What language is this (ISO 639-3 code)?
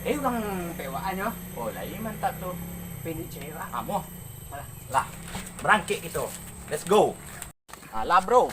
min